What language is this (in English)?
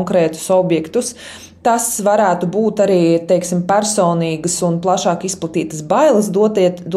Latvian